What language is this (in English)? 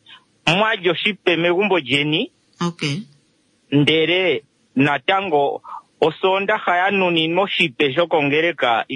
Kuanyama